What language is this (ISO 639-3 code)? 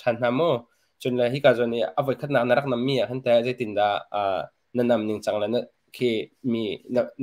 cnh